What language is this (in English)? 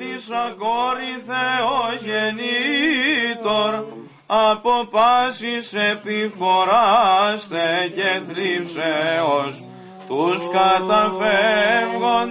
Greek